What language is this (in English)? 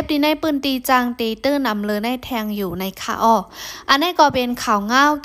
Shan